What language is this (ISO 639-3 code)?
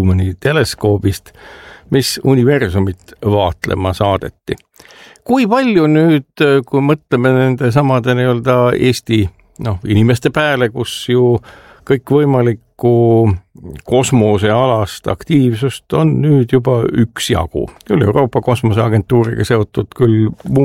est